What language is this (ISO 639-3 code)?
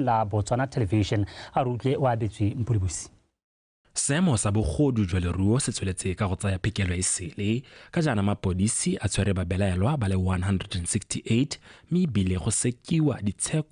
tsn